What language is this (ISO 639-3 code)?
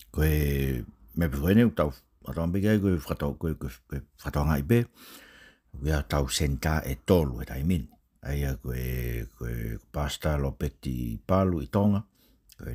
ton